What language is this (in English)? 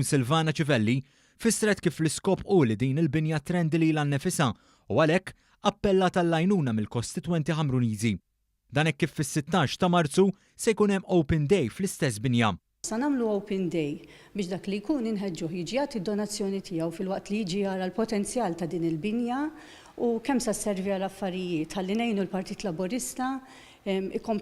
Maltese